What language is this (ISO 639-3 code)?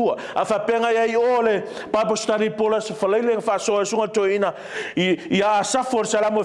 smo